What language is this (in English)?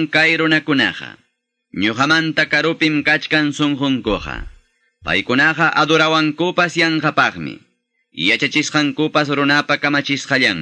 Quechua